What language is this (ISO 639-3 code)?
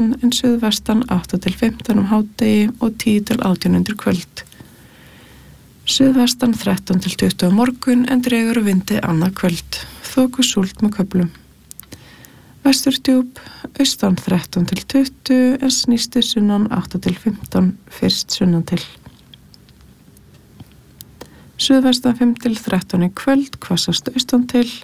isl